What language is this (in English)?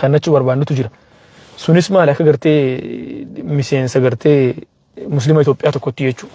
Oromo